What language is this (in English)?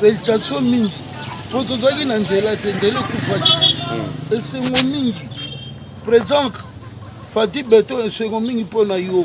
Lingala